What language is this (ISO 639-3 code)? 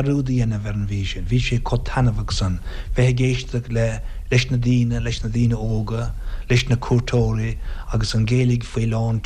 gle